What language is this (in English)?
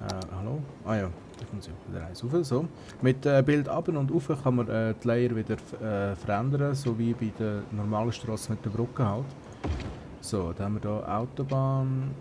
Swiss German